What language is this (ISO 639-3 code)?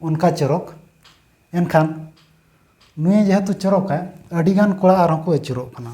sat